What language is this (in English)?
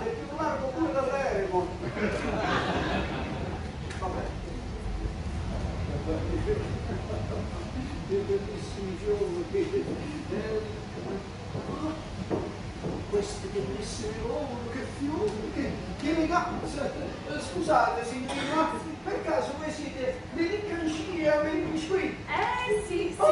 Italian